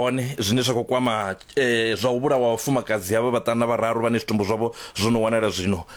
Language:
Venda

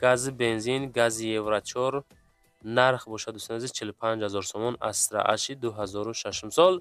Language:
Tajik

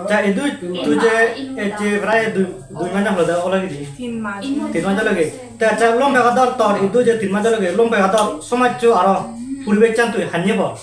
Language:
Chakma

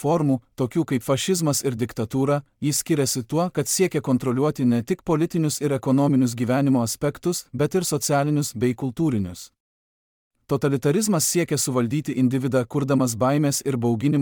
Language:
Lithuanian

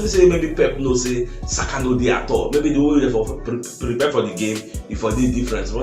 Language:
Nigerian Pidgin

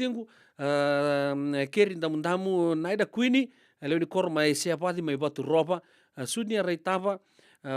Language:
Fijian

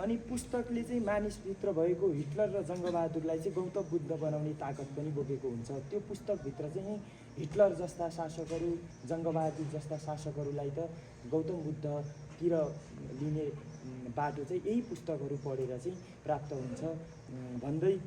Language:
Nepali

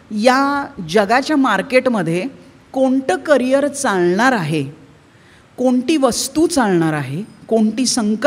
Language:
Marathi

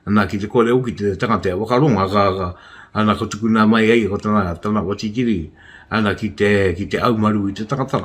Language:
Māori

